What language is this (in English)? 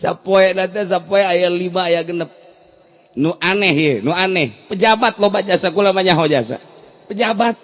Sundanese